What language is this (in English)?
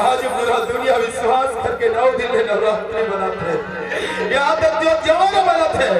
Chhattisgarhi